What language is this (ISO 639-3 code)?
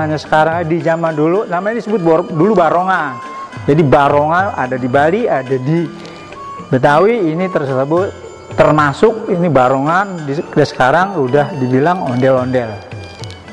bew